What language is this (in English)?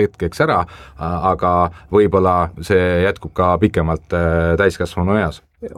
Estonian